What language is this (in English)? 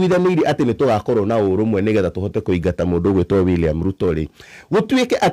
Kikuyu